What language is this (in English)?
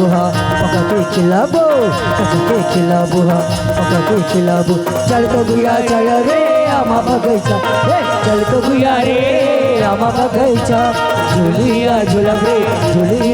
Chhattisgarhi